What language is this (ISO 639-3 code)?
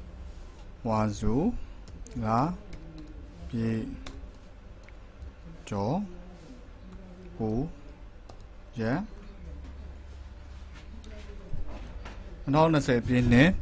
mya